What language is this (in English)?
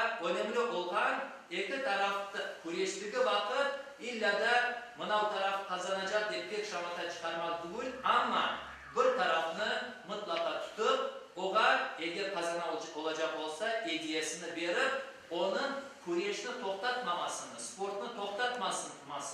Crimean Tatar